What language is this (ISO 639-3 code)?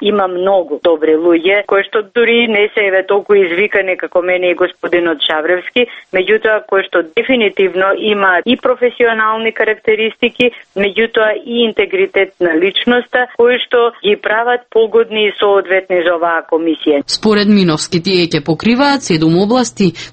mkd